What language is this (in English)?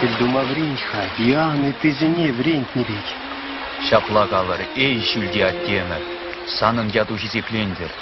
Chuvash